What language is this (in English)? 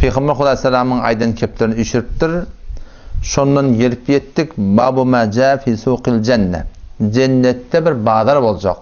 Turkmen